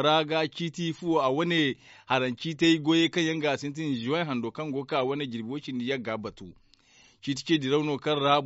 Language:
Zarma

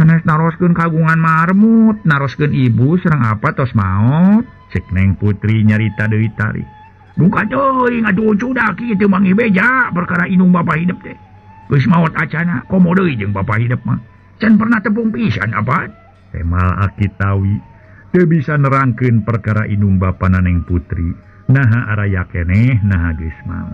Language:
Sundanese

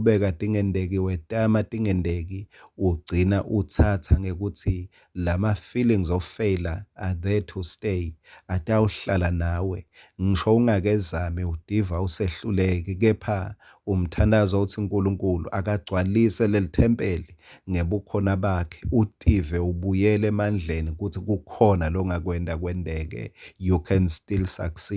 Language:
Swati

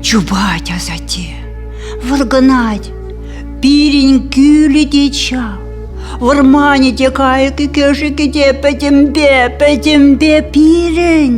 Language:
Chuvash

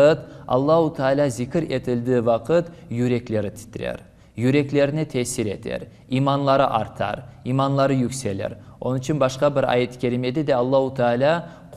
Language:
Crimean Tatar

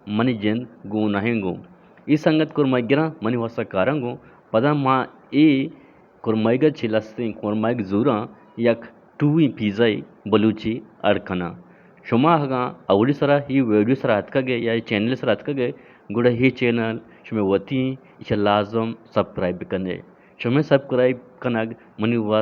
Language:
Eastern Balochi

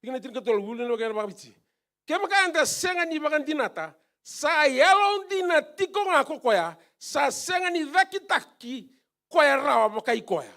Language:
Fijian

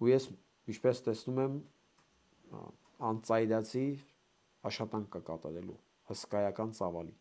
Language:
Armenian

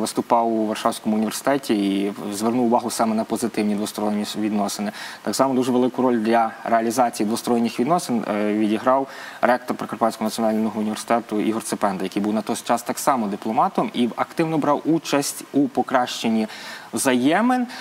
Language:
Ukrainian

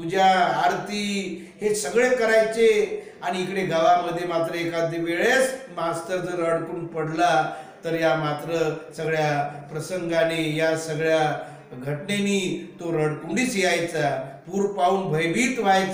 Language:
Marathi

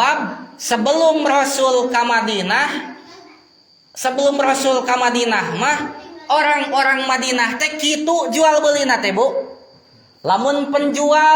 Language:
Sundanese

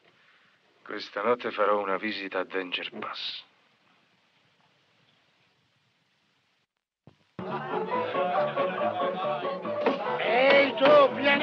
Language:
Italian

